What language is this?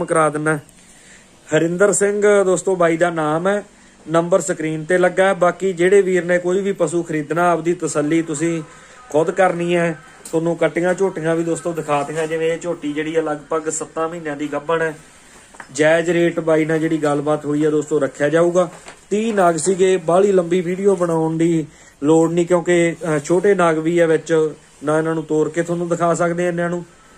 Punjabi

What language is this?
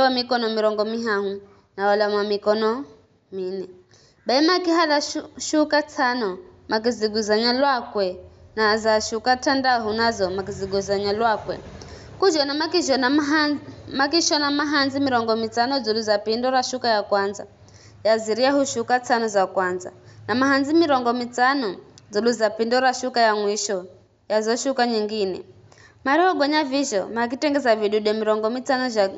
Giryama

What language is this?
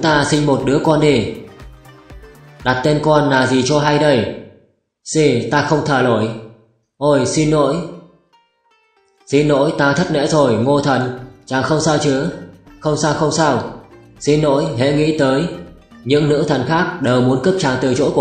Vietnamese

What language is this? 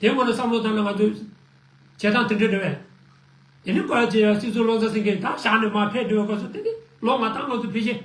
Tibetan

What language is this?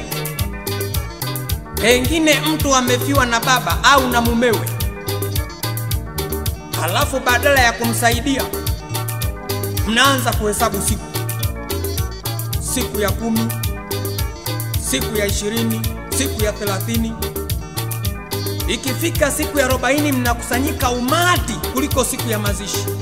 Swahili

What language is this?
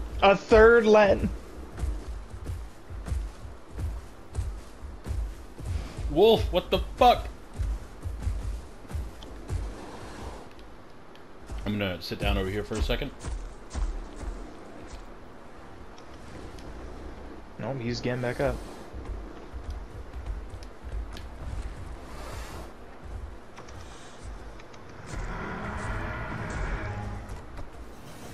English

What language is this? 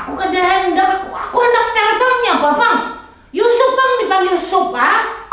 Banjar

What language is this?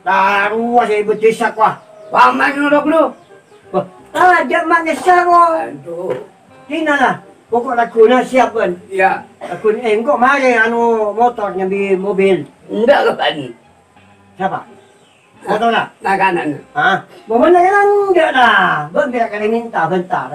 Madurese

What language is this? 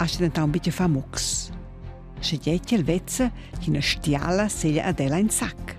Romansh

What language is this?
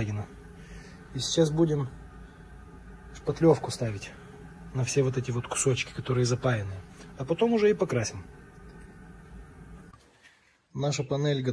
Russian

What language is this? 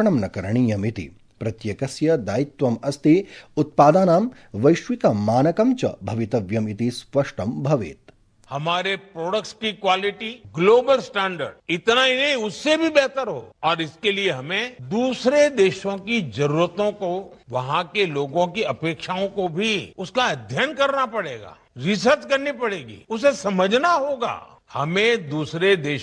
Sanskrit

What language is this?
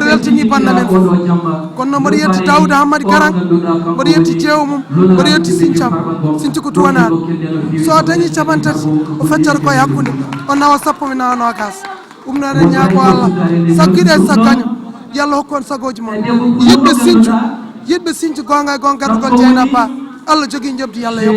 Fula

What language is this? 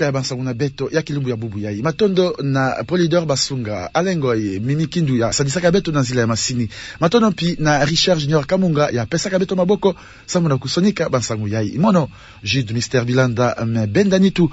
Kituba (Democratic Republic of Congo)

